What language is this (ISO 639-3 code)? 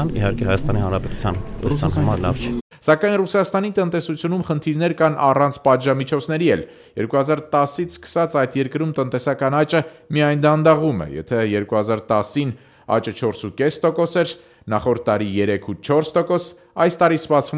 hye